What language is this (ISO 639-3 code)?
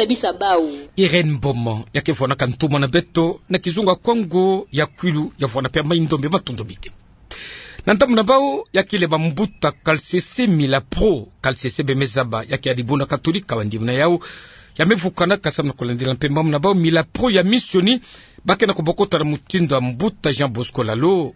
ktu